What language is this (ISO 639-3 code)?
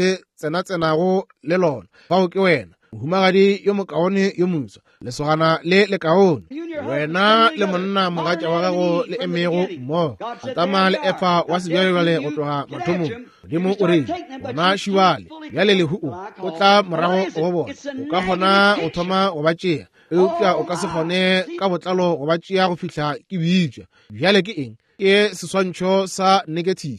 nso